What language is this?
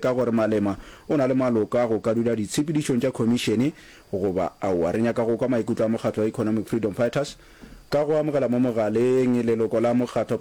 Northern Sotho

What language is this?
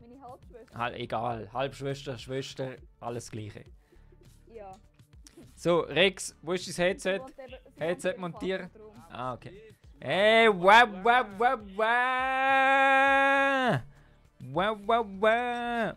Swiss German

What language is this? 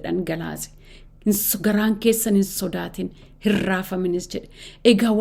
Oromo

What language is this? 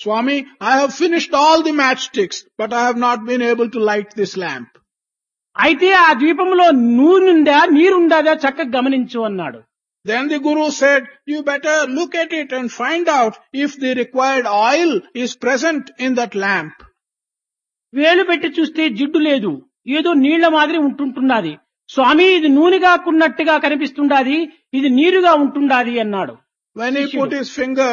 Telugu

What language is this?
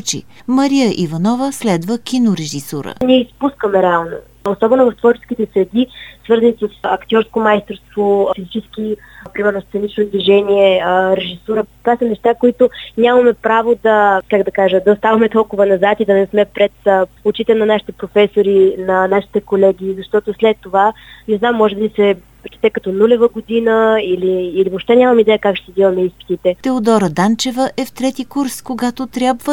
Bulgarian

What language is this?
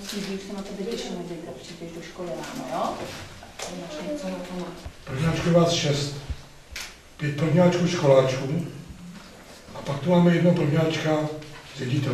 Czech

